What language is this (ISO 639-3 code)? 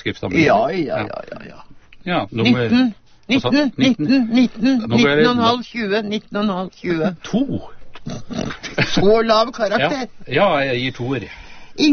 nor